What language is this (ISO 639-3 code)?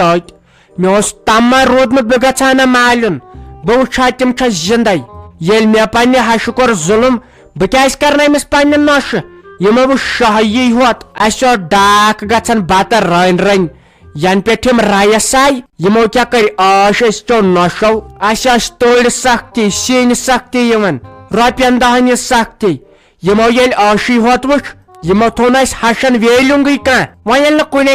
kas